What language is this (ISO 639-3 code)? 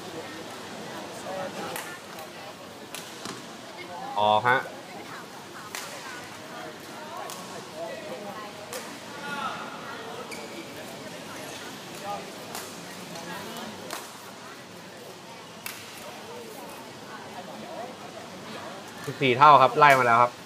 tha